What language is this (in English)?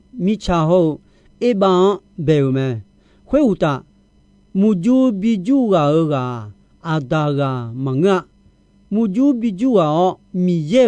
Akha